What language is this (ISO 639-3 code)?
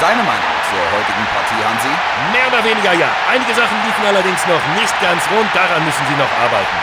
bar